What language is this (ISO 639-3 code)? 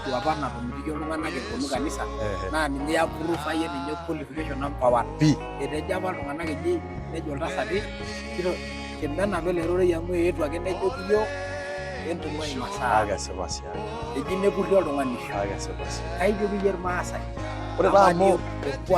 mas